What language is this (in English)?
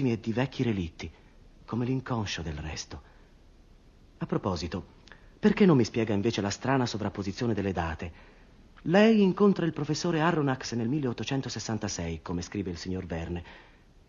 Italian